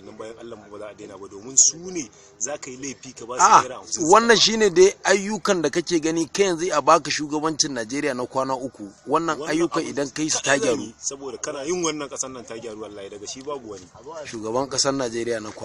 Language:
Hausa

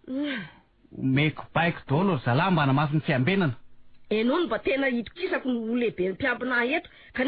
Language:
Malagasy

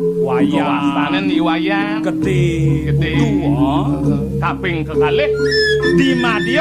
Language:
Balinese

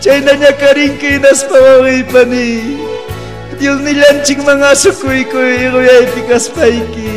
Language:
Ayacucho Quechua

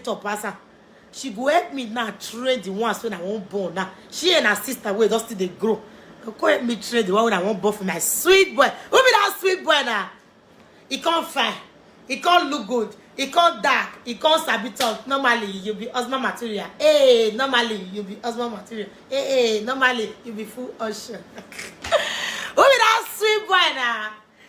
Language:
Nigerian Pidgin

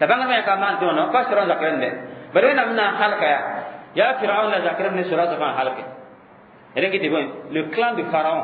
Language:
Mossi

